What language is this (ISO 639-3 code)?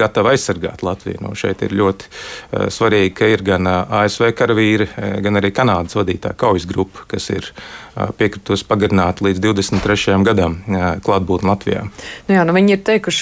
lav